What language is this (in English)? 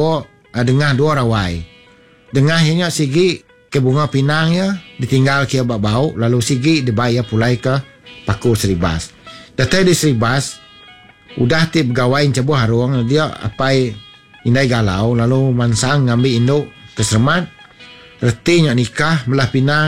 Iban